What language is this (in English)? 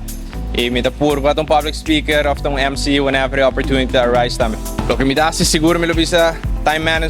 Papiamento